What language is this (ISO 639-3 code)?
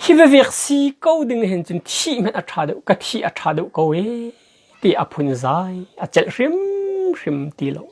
cnh